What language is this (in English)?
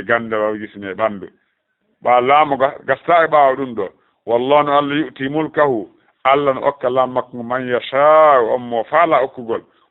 Fula